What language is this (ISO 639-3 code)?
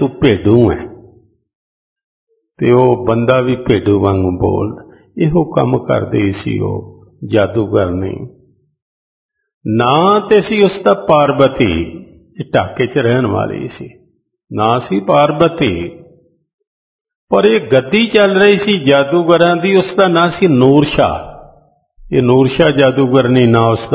pan